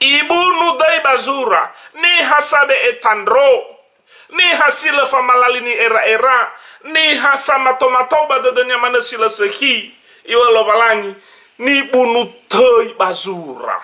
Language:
Nias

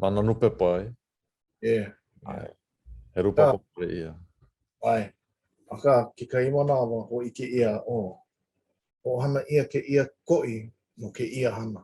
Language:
Hawaiian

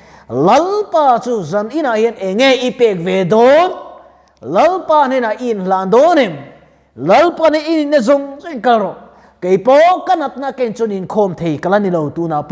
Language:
Mizo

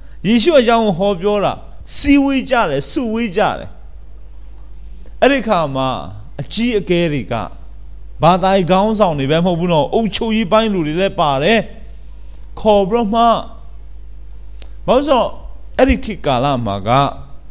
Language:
Burmese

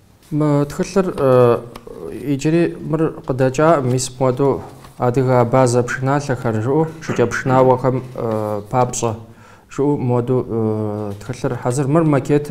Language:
Kabardian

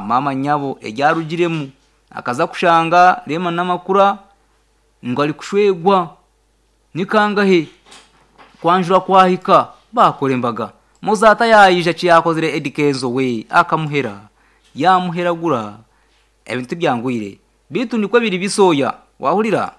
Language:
Nyankole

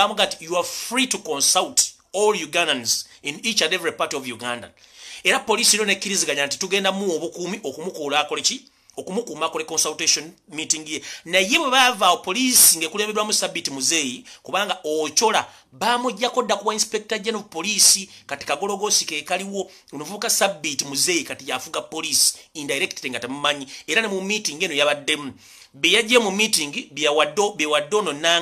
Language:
Ganda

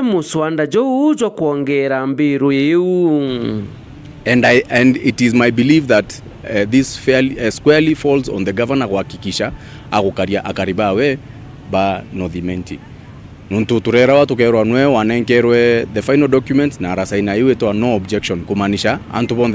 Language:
Meru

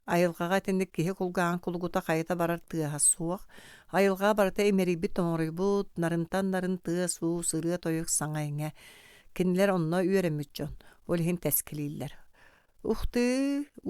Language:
Yakut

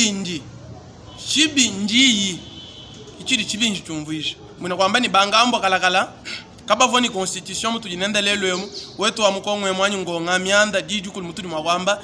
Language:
Luba-Lulua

